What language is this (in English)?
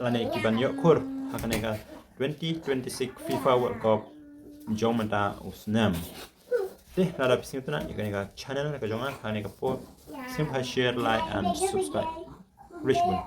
Khasi